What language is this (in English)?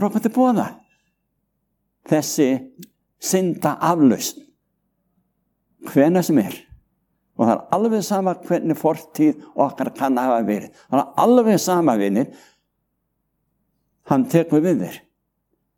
Icelandic